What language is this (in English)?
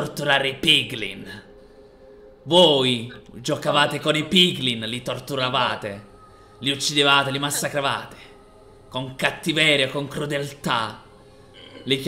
Italian